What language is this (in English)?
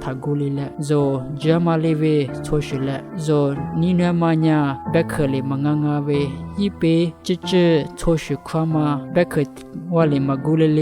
Lisu